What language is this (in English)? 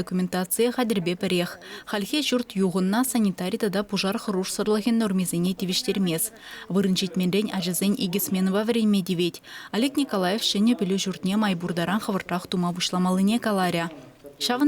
Chuvash